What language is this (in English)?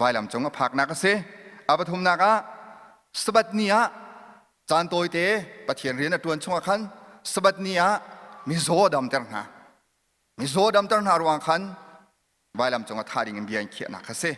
Hakha Chin